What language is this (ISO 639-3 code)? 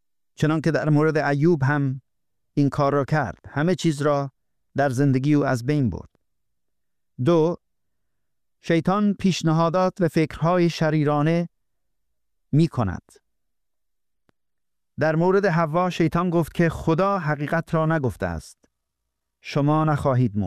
fas